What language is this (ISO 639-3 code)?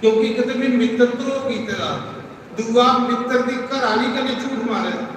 doi